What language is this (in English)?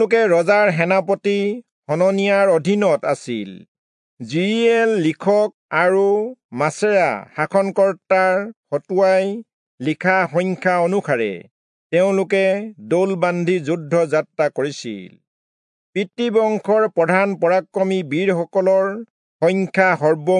Assamese